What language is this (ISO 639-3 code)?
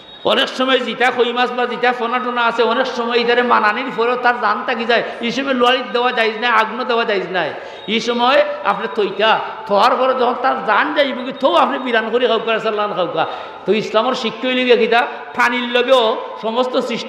syl